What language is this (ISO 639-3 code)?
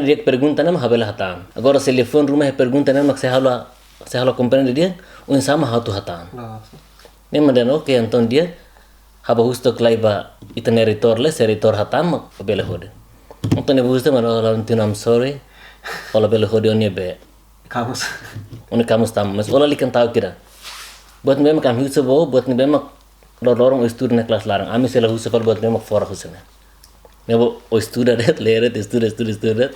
tet